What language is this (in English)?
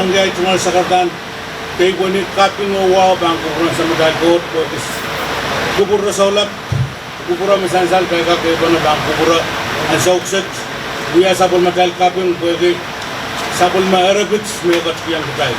Pohnpeian